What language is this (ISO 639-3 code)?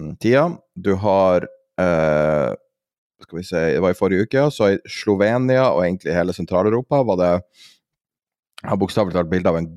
nor